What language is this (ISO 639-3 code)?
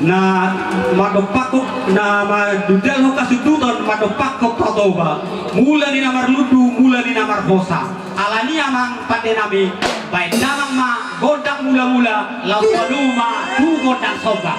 bbc